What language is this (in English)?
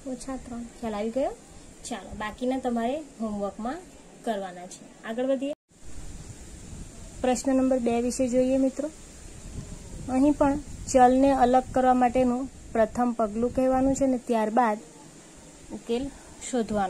Gujarati